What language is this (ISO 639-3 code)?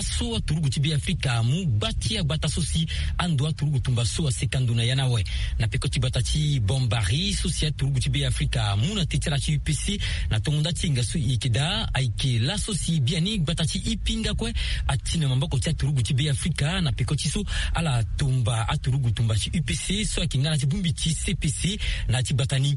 sag